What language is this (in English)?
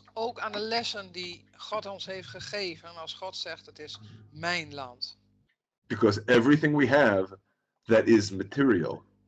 Dutch